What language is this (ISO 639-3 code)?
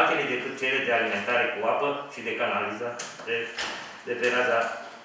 ron